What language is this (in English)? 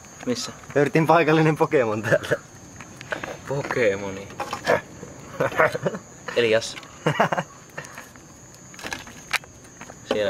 Finnish